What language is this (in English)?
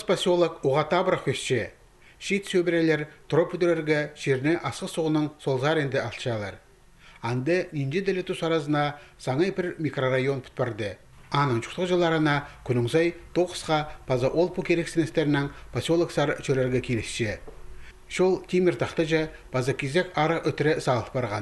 Khakas